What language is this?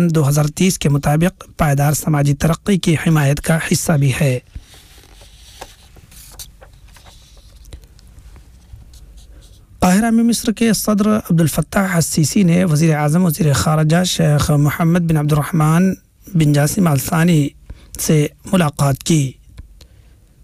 Urdu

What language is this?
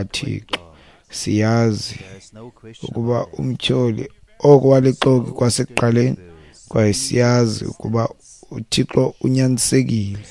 Xhosa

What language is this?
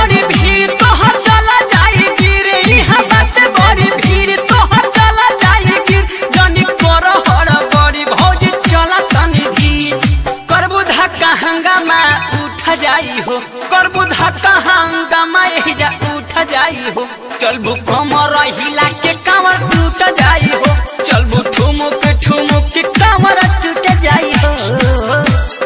Bhojpuri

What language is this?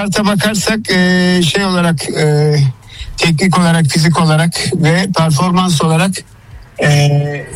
Turkish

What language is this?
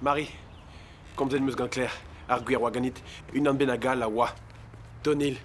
Breton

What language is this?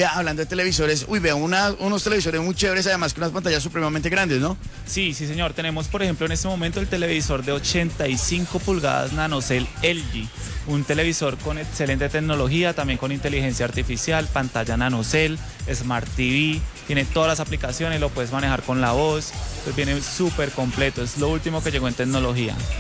Spanish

